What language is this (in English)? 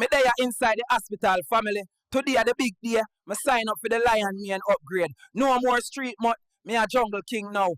Jamaican Creole English